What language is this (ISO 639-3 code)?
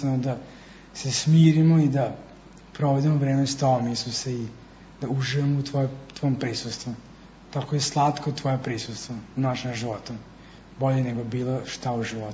srp